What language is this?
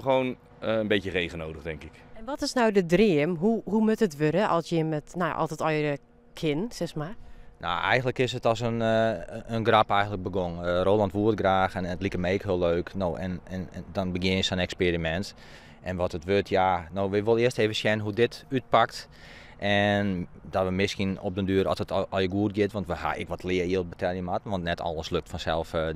Western Frisian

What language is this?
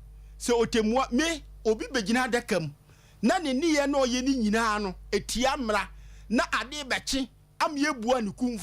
Akan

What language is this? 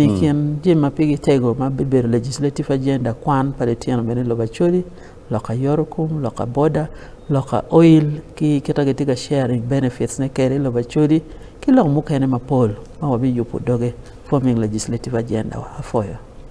Acoli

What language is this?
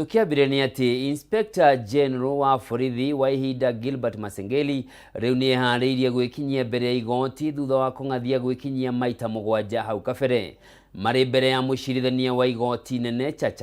Kikuyu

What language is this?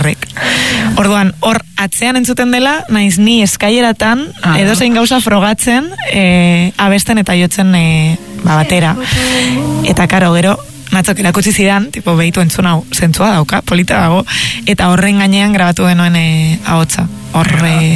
Basque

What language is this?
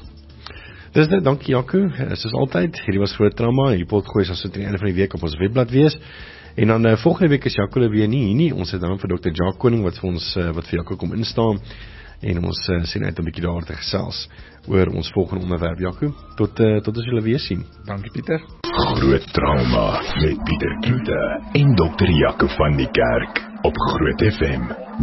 Afrikaans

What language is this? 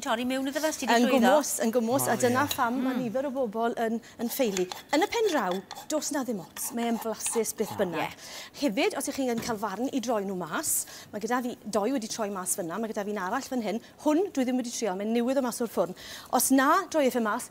Welsh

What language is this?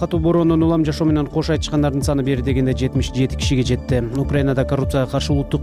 Kyrgyz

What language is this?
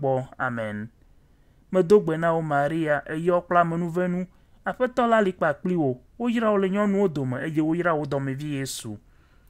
Ewe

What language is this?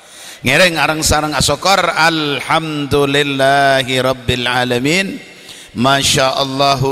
Madurese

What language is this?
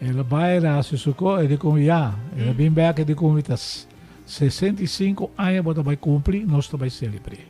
Papiamento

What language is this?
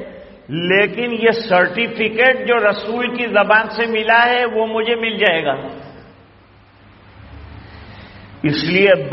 Urdu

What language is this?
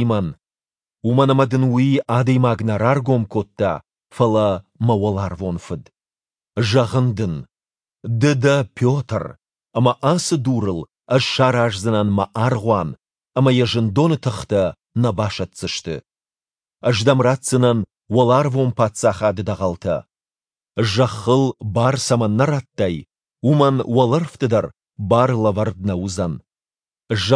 Ossetic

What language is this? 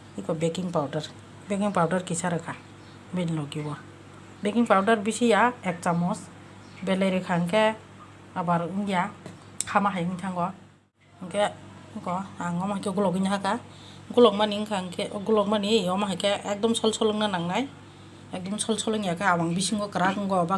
Kok Borok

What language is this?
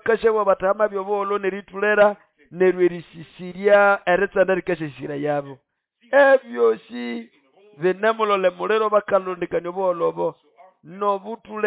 Nande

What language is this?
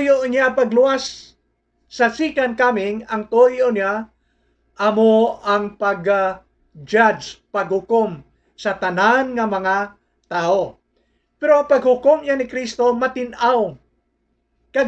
Hiligaynon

